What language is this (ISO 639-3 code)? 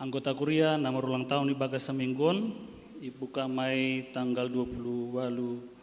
bts